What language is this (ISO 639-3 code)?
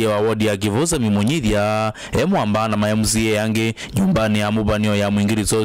kam